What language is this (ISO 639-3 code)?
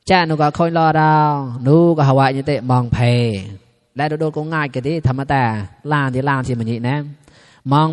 mnw